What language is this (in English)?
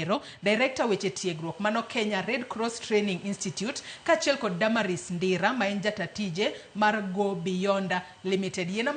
Luo (Kenya and Tanzania)